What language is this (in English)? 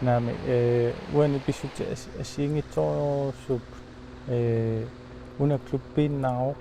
Kalaallisut